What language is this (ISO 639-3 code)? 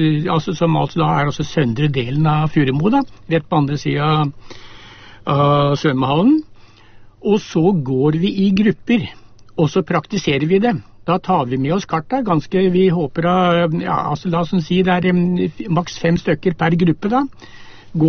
nor